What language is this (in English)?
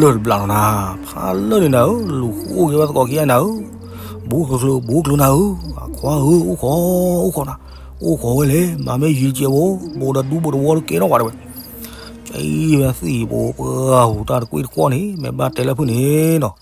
S'gaw Karen